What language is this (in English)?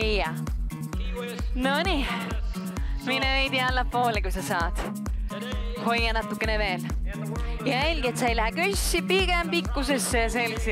Estonian